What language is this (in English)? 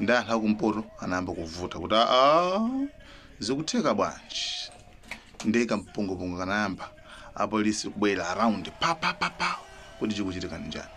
Nyanja